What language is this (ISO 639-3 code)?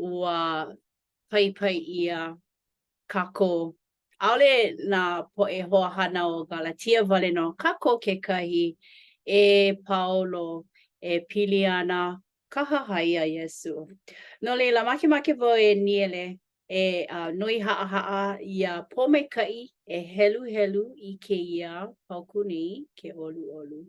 haw